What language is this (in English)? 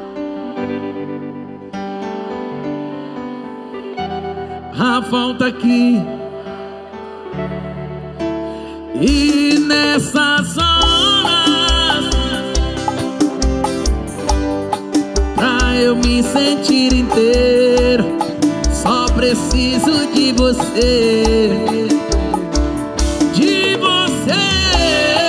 Portuguese